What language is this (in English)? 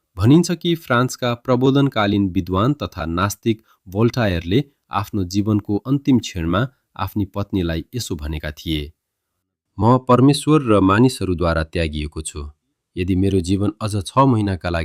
Nepali